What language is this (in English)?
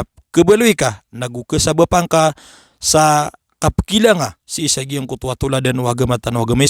Maranao